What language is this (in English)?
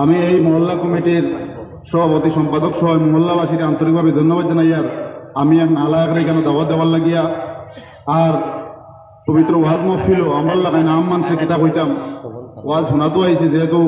Sylheti